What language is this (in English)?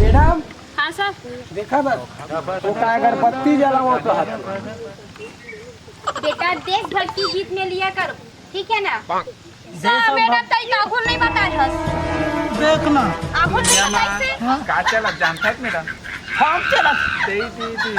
Chhattisgarhi